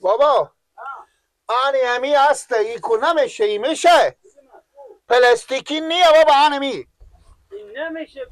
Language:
Persian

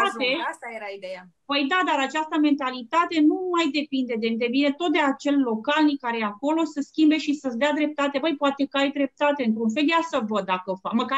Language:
Romanian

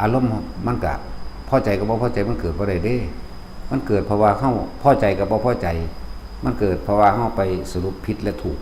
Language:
Northeastern Thai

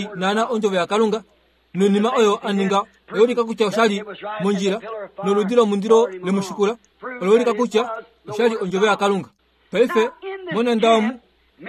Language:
Kuanyama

